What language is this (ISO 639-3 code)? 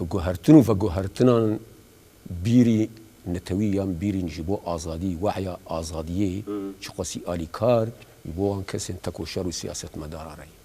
kur